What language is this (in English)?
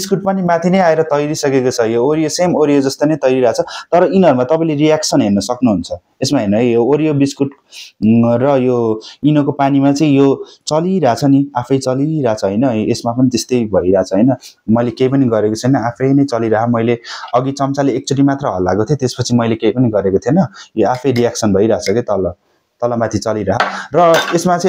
Nepali